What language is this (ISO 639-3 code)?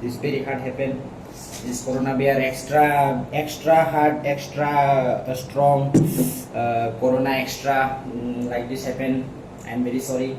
trp